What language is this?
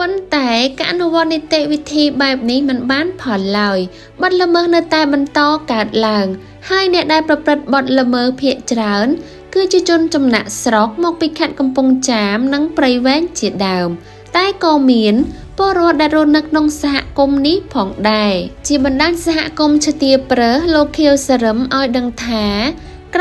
Khmer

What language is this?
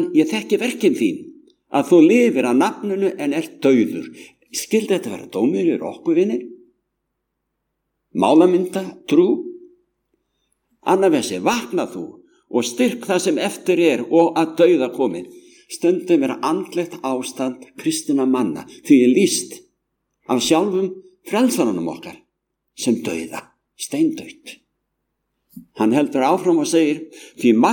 Icelandic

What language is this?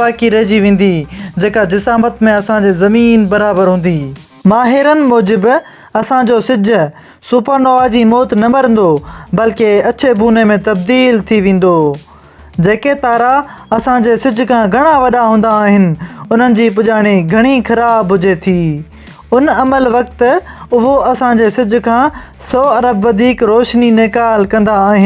Sindhi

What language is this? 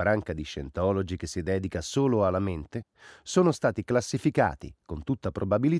Italian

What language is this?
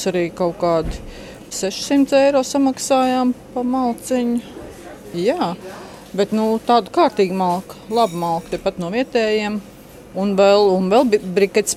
Latvian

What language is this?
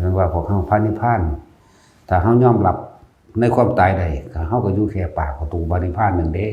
Northeastern Thai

